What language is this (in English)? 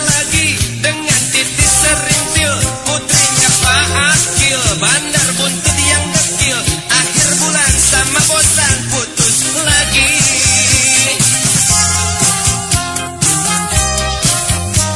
Indonesian